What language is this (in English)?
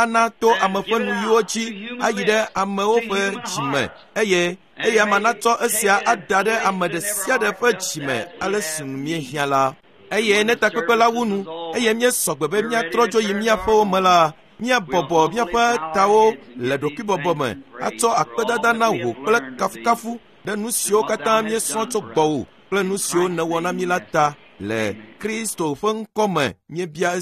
Ewe